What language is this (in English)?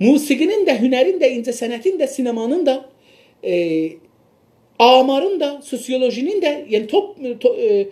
South Azerbaijani